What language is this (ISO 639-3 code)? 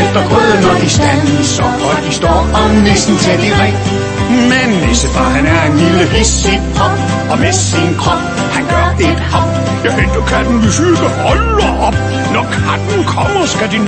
dan